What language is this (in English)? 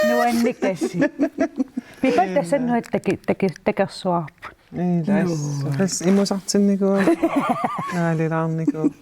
Kalaallisut